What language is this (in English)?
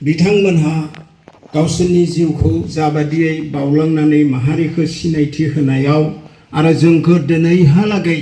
Bodo